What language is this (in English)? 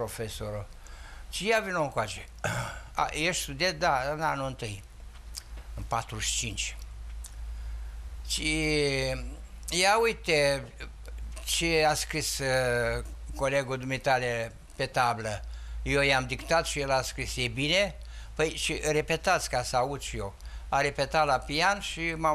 Romanian